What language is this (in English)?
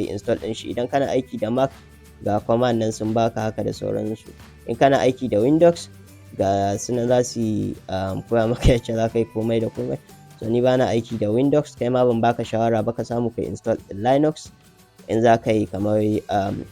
Hausa